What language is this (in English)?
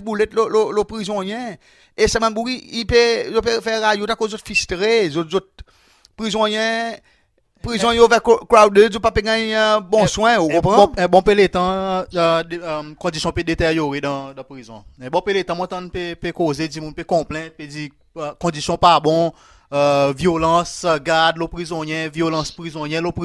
Seselwa Creole French